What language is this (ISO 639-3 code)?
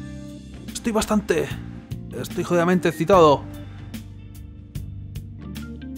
spa